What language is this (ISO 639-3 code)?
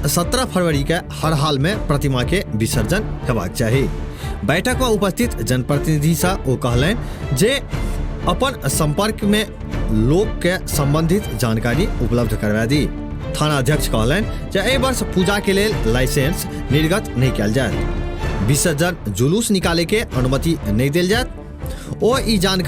mai